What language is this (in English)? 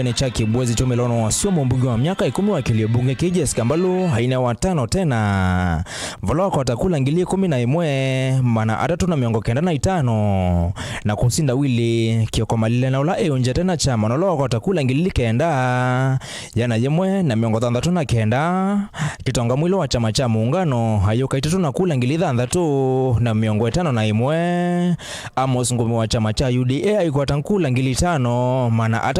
Kamba